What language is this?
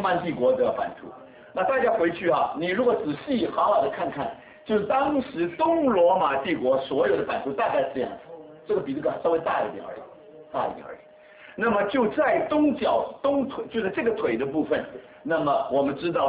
Chinese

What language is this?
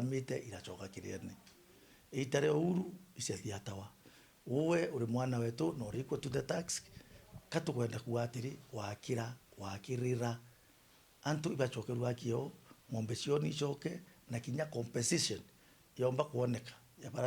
Meru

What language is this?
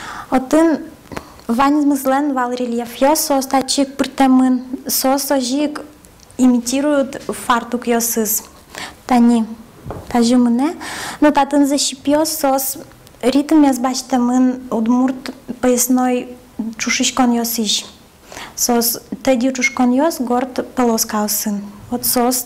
Udmurt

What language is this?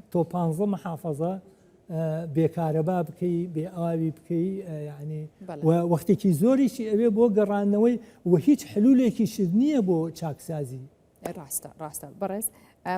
Central Kurdish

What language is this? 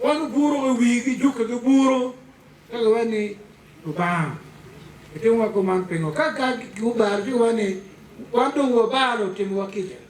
Acoli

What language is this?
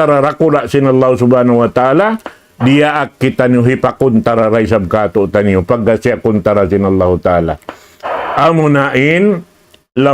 Tausug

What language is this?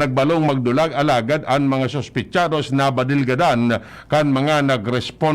Bikol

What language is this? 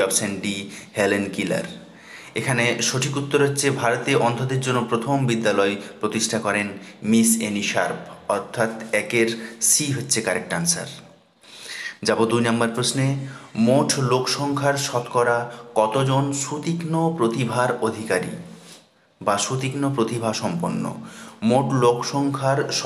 Bangla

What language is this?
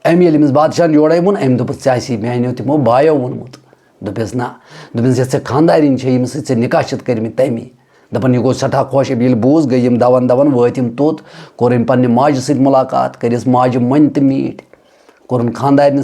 Kashmiri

